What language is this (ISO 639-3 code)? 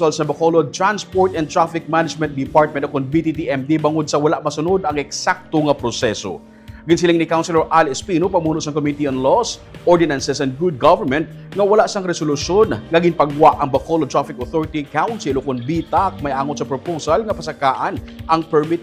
hil